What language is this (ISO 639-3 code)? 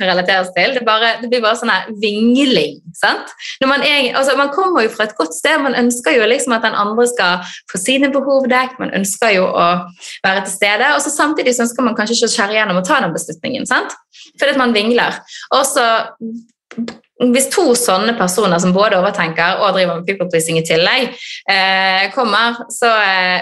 nor